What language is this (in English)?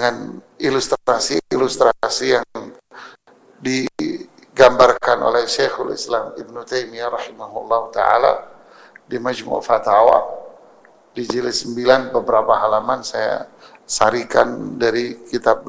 Indonesian